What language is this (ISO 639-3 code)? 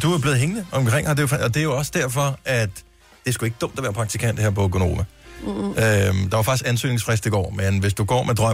dan